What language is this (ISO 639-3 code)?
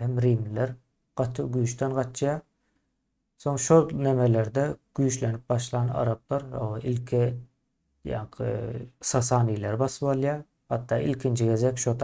tuk